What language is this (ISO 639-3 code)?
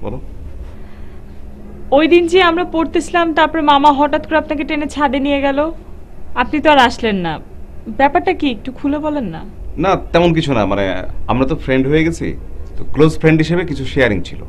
ben